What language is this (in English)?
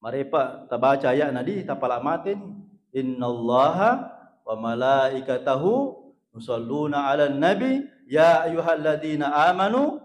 Buginese